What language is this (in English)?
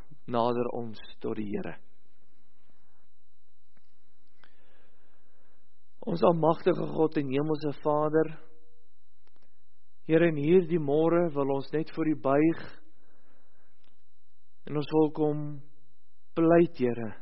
Afrikaans